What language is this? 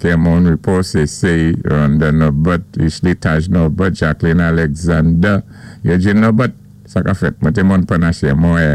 Saint Lucian Creole French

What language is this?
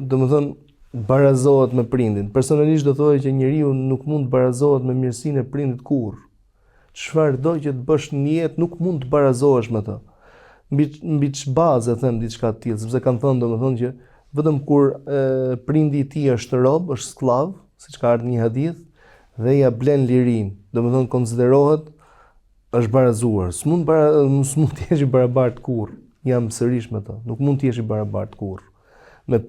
Albanian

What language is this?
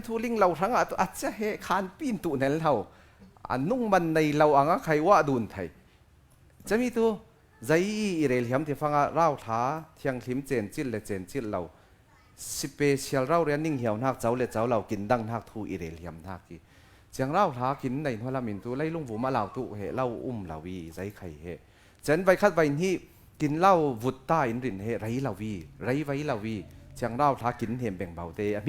Falam Chin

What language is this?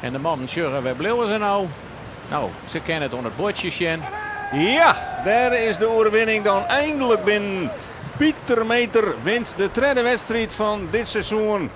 Western Frisian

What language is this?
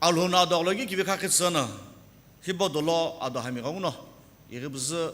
Sumi Naga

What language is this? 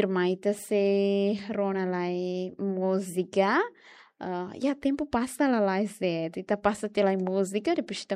Tetum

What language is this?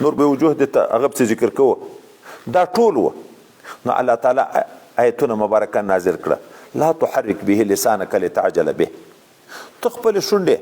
Pashto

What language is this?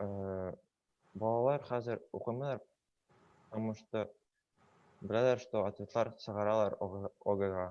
Bashkir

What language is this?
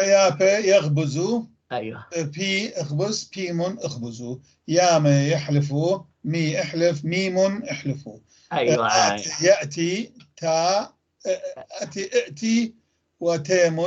North Levantine Arabic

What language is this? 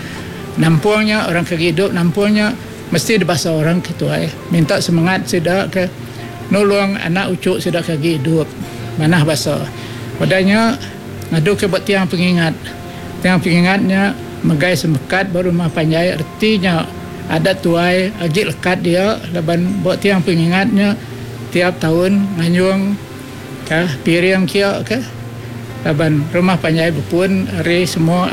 Iban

